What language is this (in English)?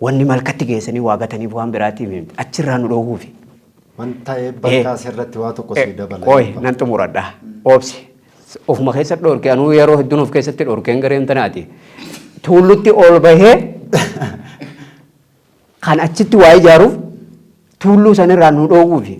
Oromo